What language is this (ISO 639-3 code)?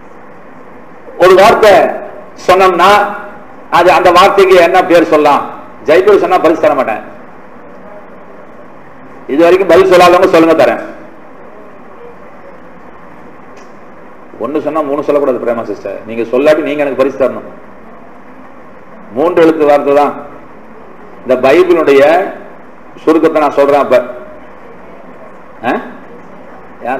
tam